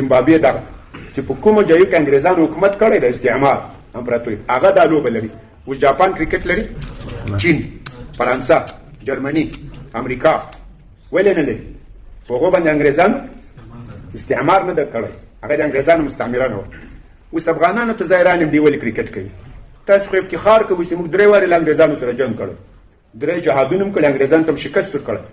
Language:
Pashto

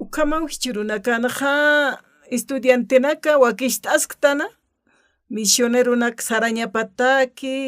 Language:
Aymara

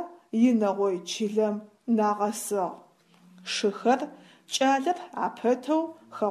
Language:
Adyghe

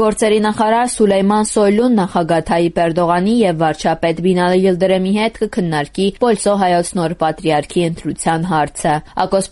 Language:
Armenian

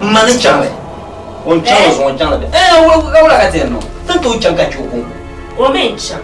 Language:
Dagbani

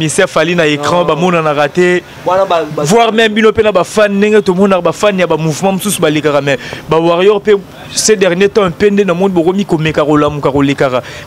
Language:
Lingala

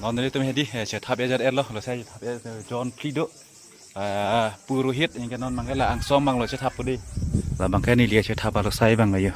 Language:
Karbi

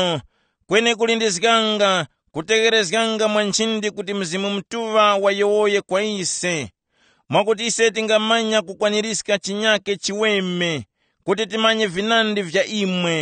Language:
Tumbuka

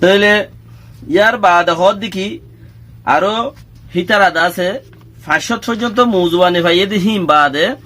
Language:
Rohingya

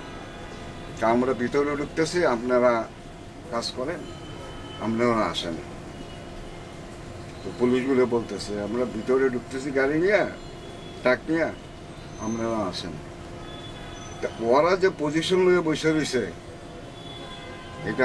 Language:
Bangla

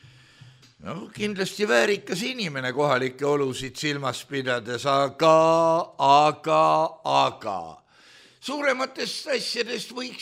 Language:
Estonian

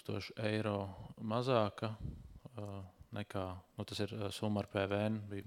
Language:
Latvian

